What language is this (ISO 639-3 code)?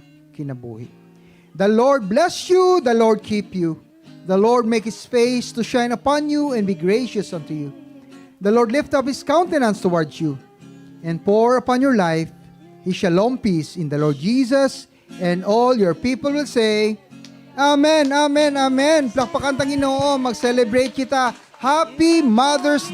hil